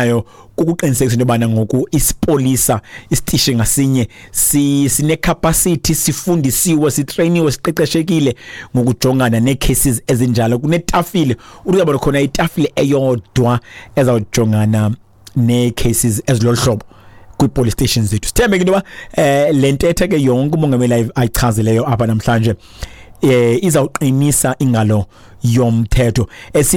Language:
Xhosa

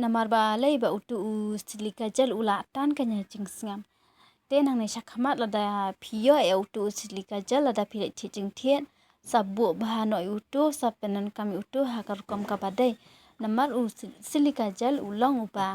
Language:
Khasi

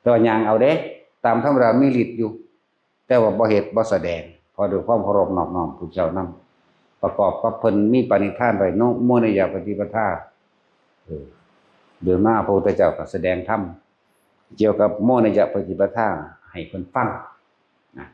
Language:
Northeastern Thai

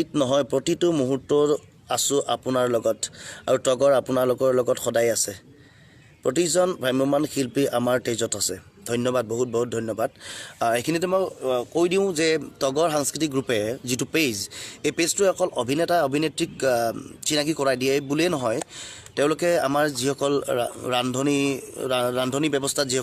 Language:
Assamese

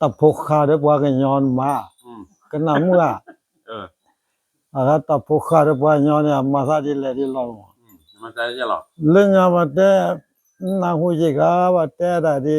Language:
S'gaw Karen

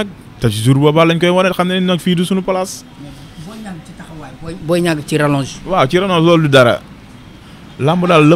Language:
Wolof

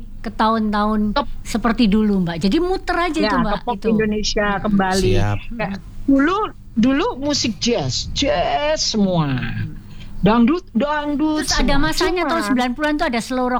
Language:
Indonesian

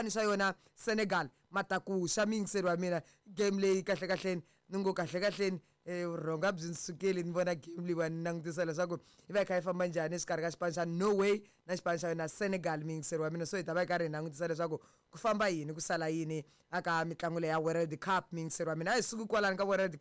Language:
Tsonga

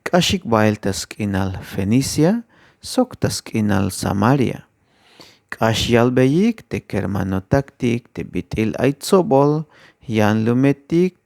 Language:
Tzeltal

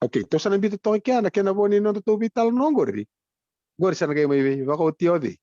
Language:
Fijian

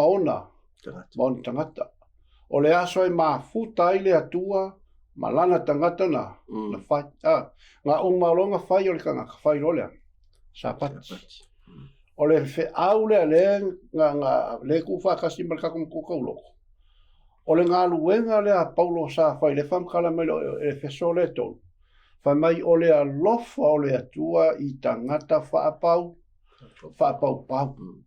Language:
Samoan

